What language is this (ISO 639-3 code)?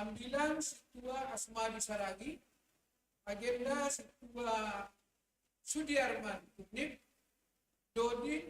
bts